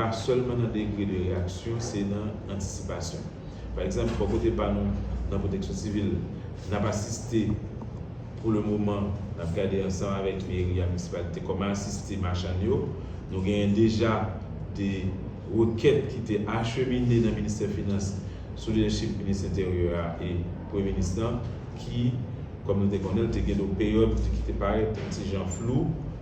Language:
Haitian Creole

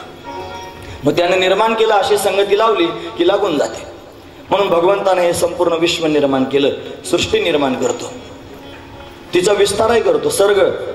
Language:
Marathi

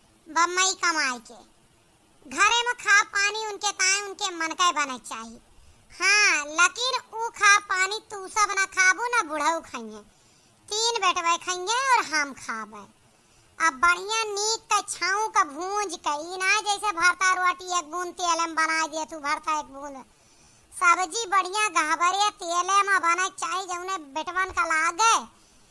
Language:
Awadhi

